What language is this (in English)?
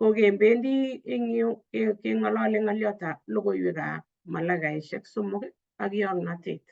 Kalenjin